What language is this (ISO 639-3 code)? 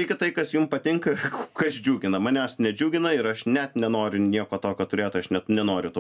lit